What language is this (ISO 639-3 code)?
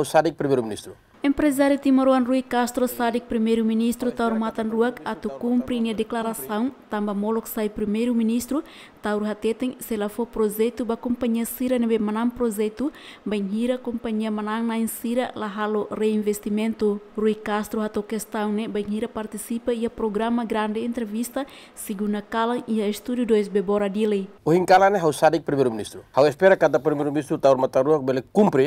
tet